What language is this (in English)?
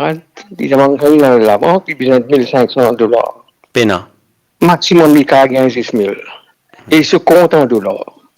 Morisyen